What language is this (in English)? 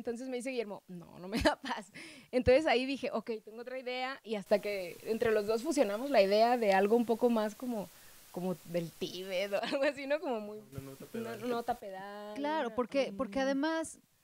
Spanish